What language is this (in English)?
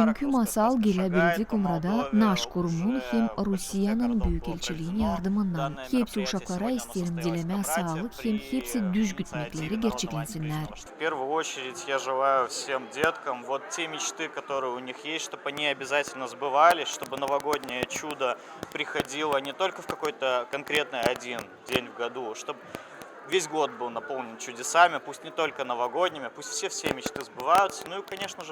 Gagauz